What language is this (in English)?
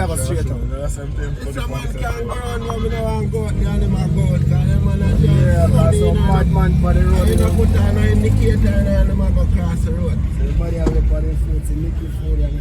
Jamaican Creole English